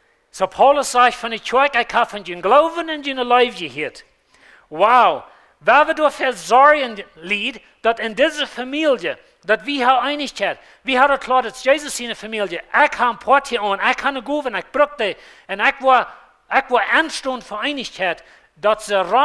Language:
Plautdietsch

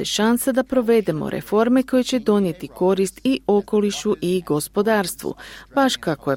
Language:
Croatian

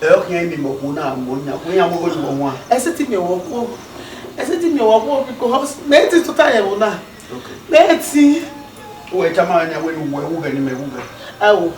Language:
Bini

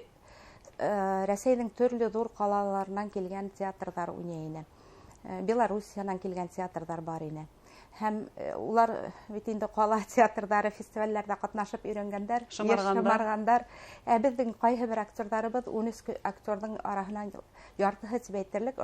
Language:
Bashkir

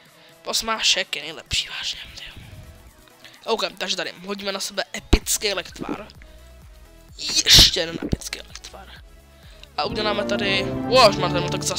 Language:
Czech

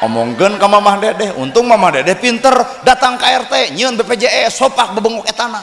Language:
Sundanese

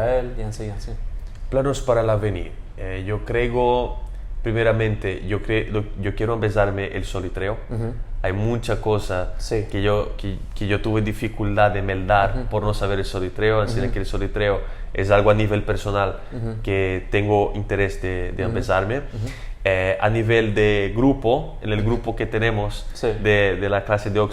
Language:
Ladino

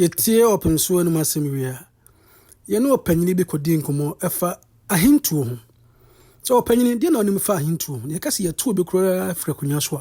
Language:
Akan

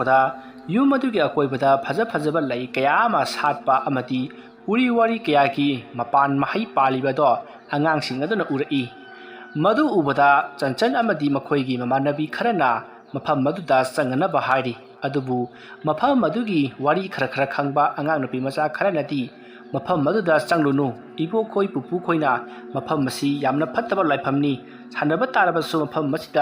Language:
Manipuri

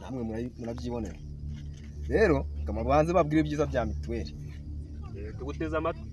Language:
Kinyarwanda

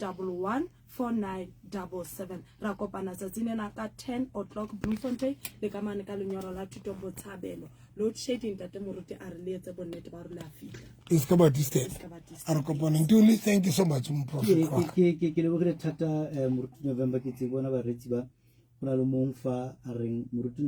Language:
Southern Sotho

